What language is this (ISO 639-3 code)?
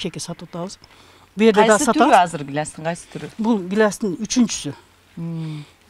kir